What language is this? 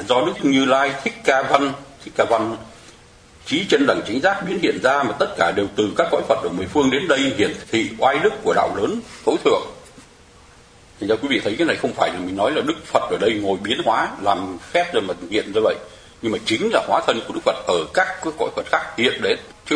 Vietnamese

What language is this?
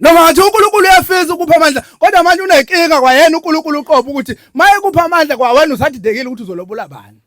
Zulu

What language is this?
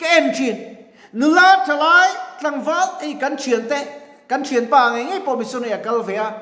Mizo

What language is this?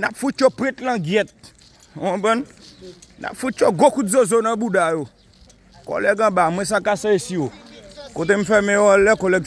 Haitian Creole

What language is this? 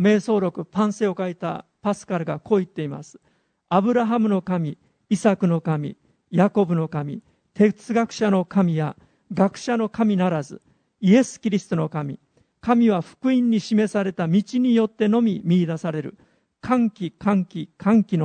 Japanese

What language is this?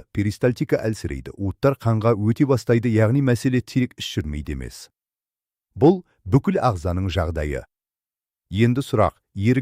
Kazakh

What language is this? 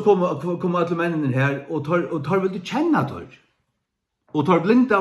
Faroese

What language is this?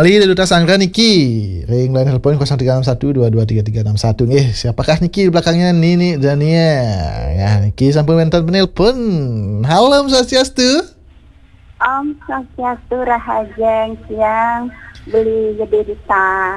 Balinese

